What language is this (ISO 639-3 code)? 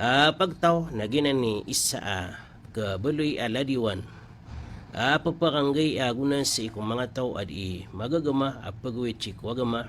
mrw